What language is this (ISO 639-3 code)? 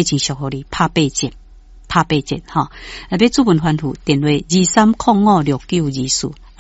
nan